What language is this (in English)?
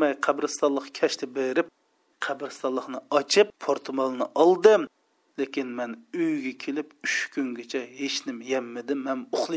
Uyghur